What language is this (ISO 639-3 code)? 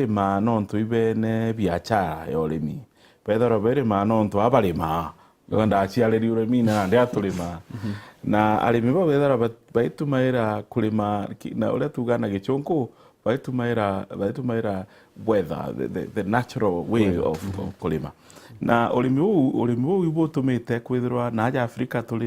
mer